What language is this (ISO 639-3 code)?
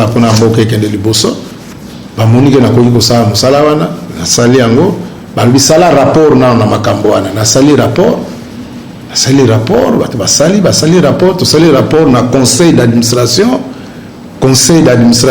lin